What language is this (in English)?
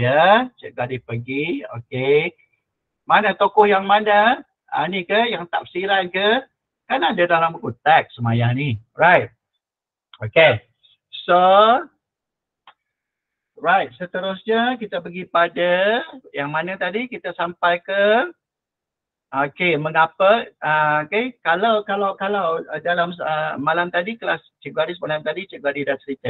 Malay